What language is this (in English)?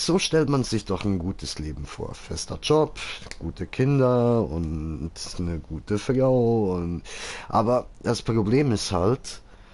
Swiss German